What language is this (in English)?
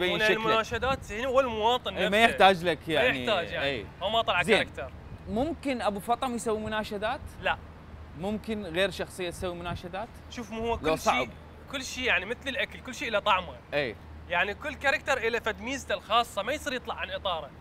Mesopotamian Arabic